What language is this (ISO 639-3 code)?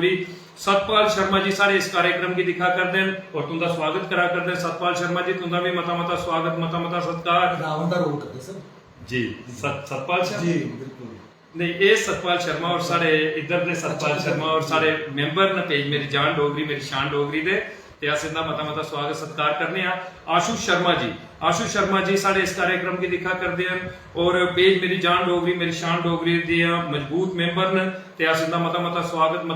doi